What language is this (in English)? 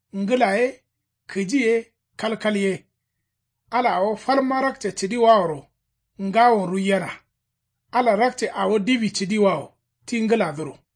Kanuri